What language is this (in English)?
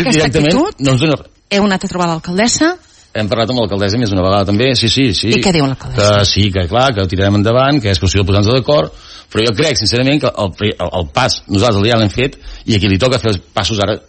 Catalan